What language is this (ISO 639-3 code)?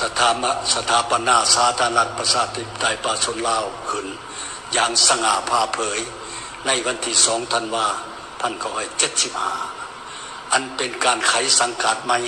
lao